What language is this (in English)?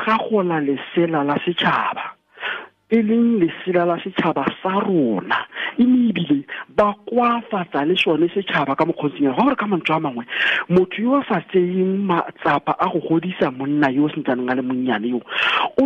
Tswana